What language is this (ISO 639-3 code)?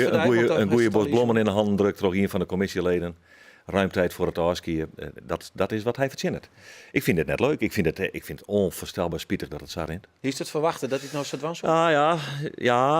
fry